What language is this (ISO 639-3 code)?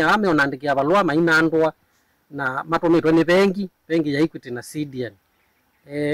kam